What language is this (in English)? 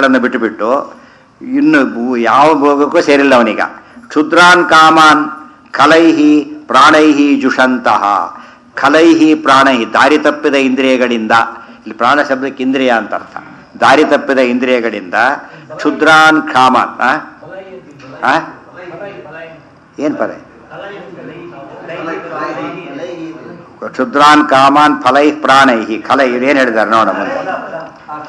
Kannada